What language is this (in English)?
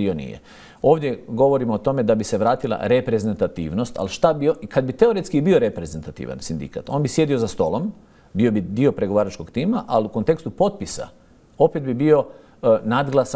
Croatian